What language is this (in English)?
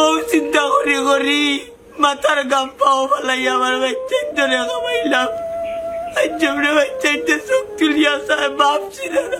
Sylheti